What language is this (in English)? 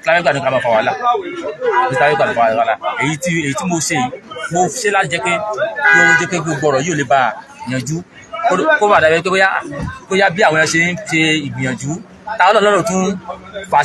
Yoruba